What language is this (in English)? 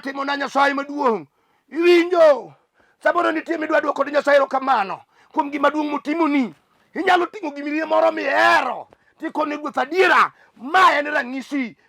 Luo (Kenya and Tanzania)